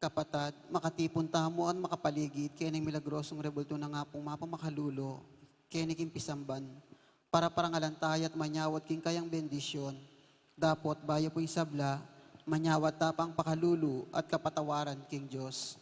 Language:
Pampanga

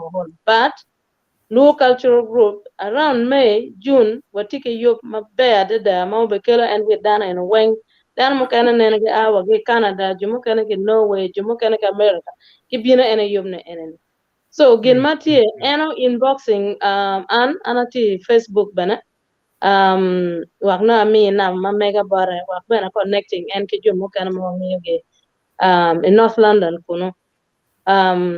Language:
Acoli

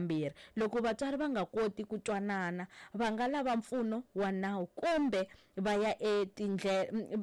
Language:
Tsonga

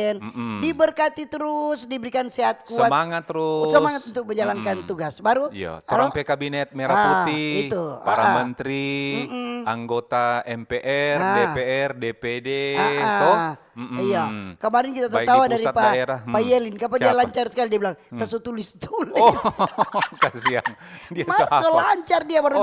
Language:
Manado Malay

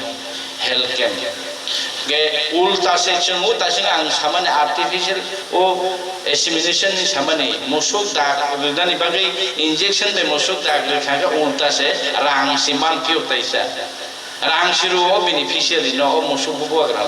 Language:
Kok Borok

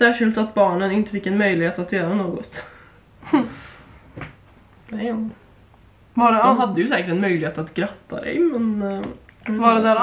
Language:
Swedish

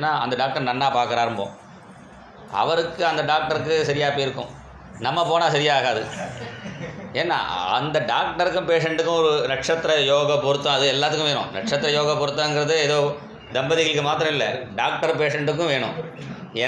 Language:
Tamil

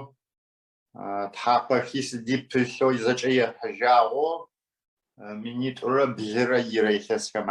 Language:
Adyghe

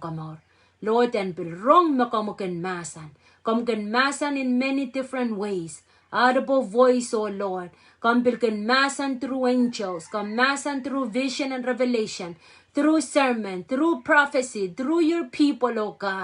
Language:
Pohnpeian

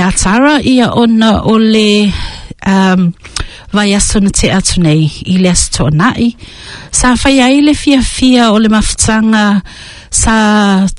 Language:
Samoan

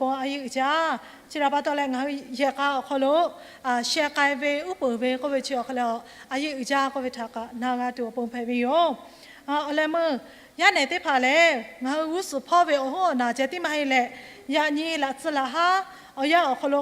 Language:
Lahu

